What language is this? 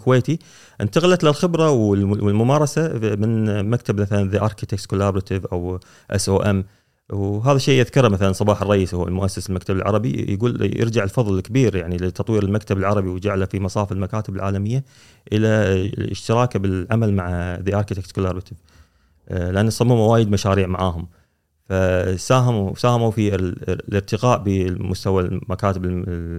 Gulf Arabic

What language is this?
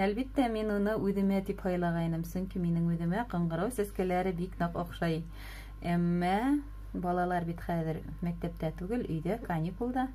Bashkir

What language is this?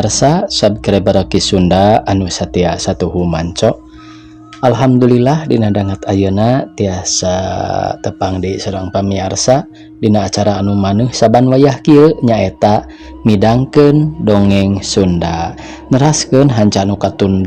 Sundanese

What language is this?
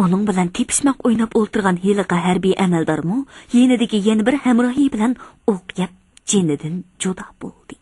Uyghur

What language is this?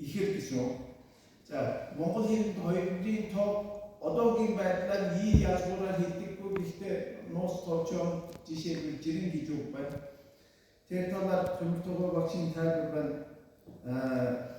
Mongolian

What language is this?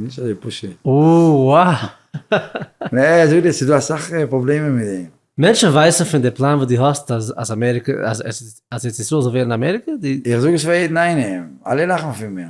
Yiddish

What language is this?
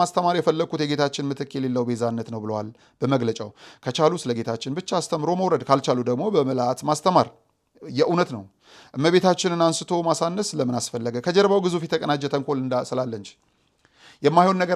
Amharic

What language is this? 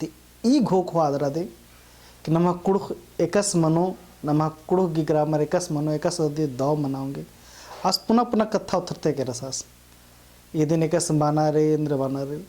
Kurukh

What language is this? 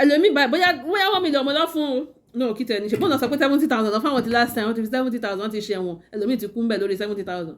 Yoruba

